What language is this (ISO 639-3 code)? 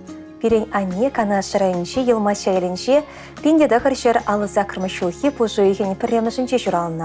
chv